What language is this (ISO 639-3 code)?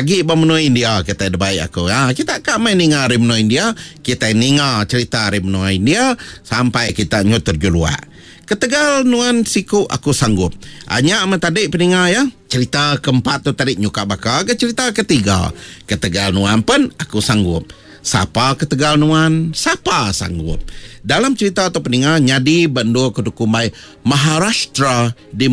iba